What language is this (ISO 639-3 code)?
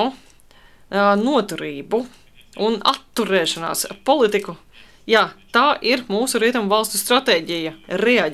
lav